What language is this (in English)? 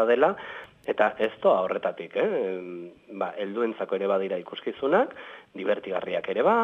Basque